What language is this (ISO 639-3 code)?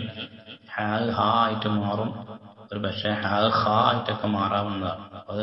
mal